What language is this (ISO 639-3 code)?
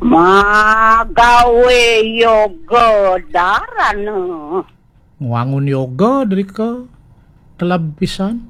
ban